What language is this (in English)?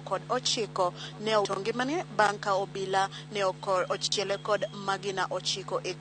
Luo (Kenya and Tanzania)